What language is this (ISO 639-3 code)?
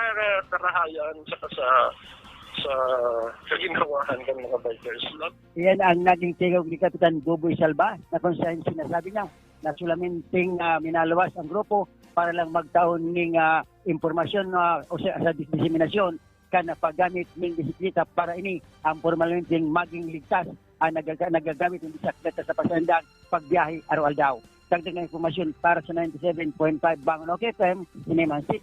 bik